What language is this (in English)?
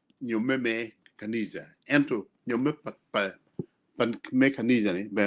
Acoli